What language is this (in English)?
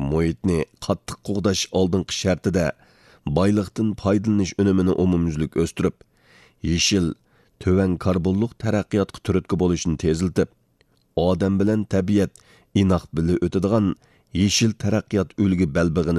Uyghur